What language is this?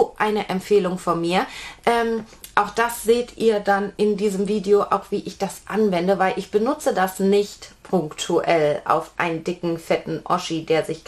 German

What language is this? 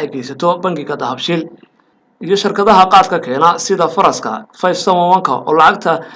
Somali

